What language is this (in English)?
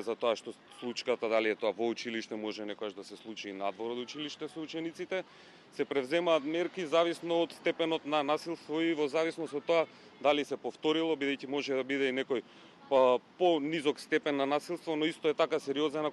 Macedonian